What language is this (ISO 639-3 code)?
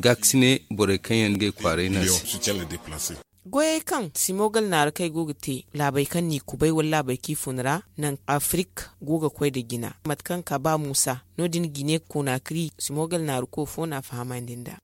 dje